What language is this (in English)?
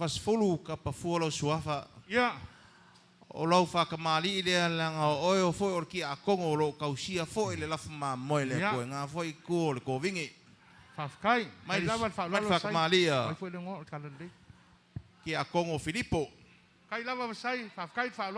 Samoan